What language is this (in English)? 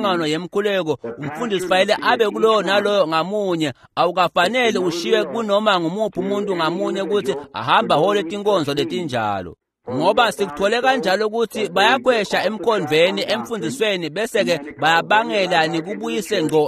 Swati